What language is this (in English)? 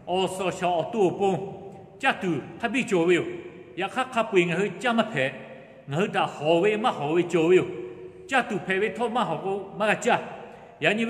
Lahu